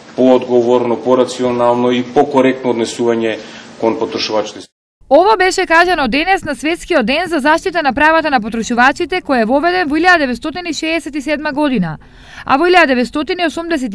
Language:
Macedonian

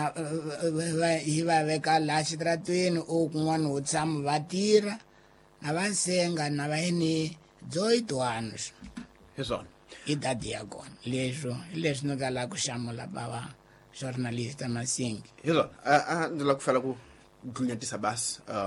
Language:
Tsonga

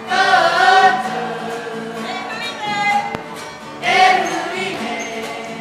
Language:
Māori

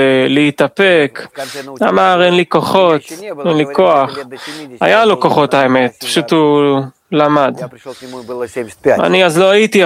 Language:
Hebrew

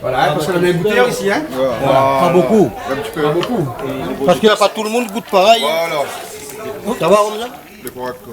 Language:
Réunion Creole French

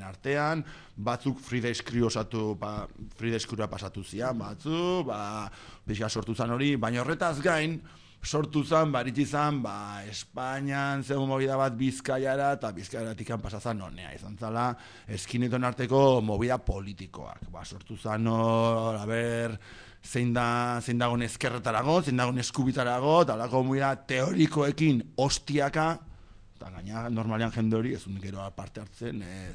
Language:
Basque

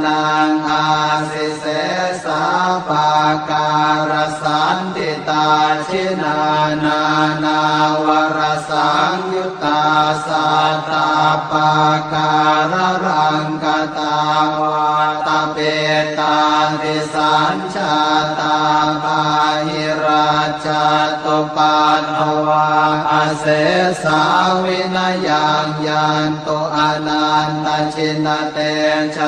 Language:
Pali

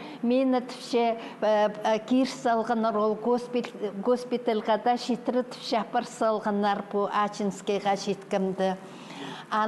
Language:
Khakas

